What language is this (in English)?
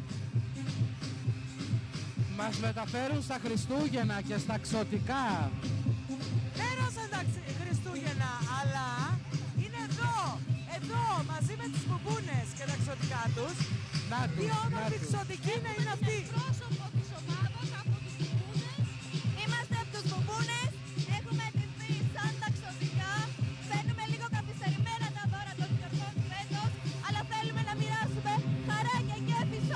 Greek